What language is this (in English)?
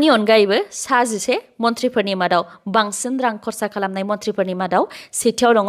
Bodo